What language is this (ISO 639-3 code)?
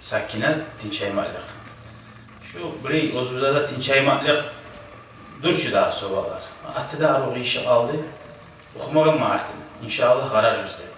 kum